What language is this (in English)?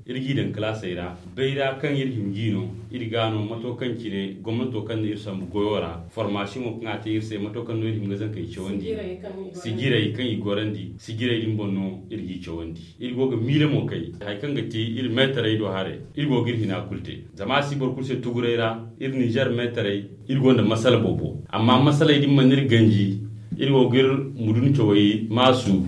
Zarma